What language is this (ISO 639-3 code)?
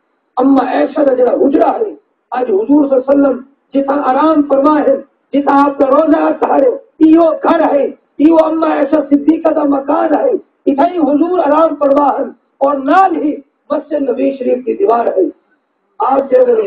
skr